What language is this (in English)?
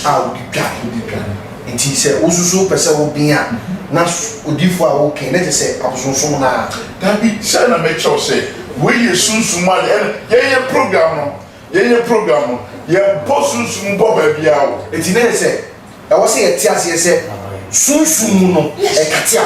Akan